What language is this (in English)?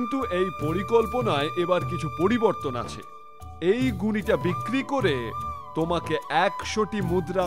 Bangla